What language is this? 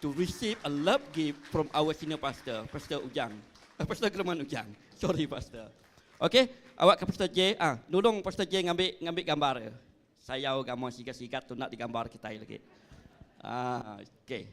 Iban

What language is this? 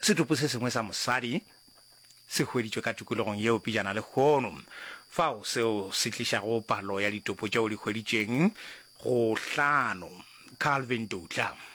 Northern Sotho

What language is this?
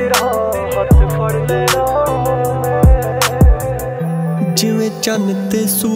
Punjabi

